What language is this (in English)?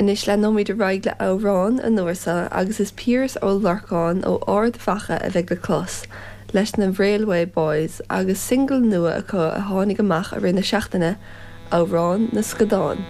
Irish